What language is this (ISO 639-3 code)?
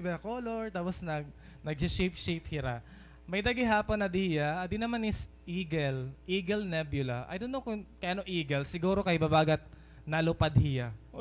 war